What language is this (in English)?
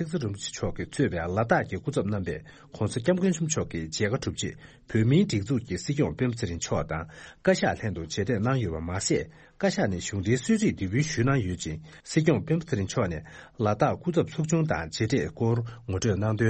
Tibetan